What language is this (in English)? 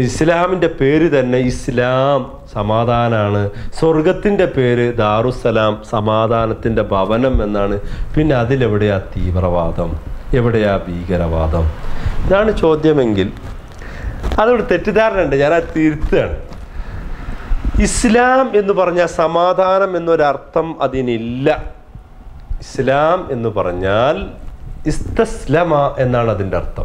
Malayalam